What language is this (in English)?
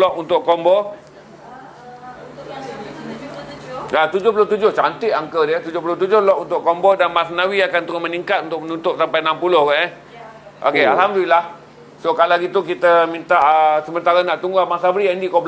Malay